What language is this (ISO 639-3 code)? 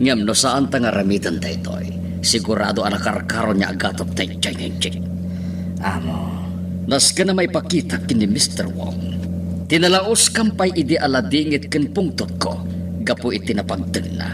ilo